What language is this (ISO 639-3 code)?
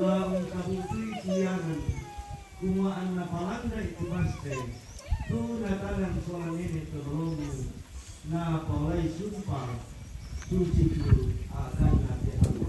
sda